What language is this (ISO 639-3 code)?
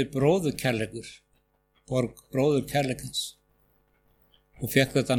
isl